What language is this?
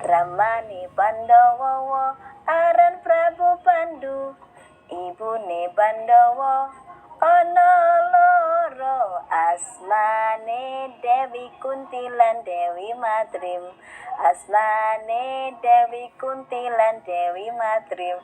Javanese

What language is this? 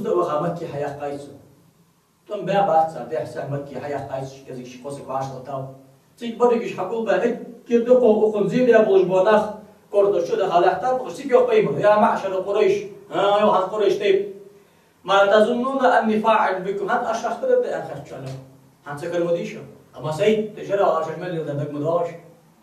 Ingush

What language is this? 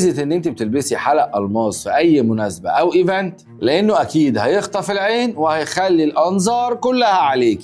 Egyptian Arabic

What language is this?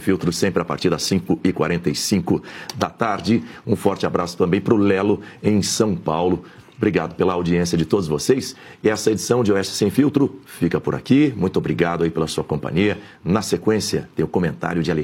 Portuguese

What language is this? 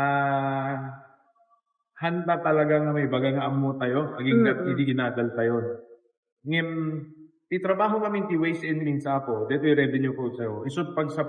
Iloko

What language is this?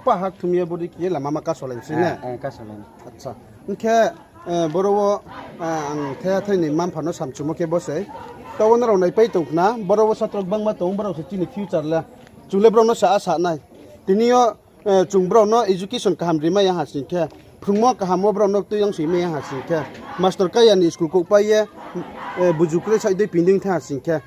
Riang (India)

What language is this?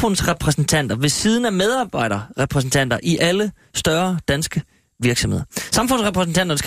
Danish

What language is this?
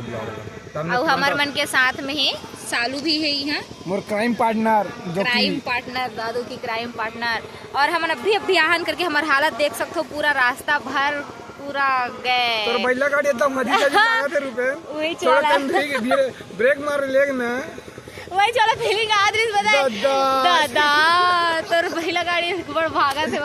Chhattisgarhi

